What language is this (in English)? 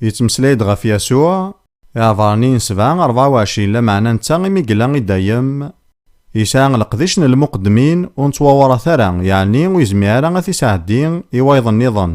Kabyle